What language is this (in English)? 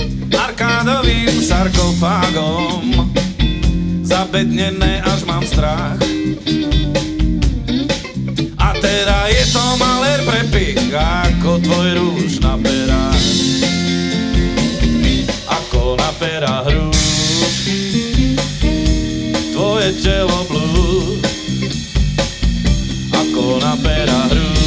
Slovak